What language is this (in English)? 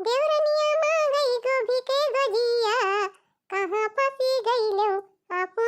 Awadhi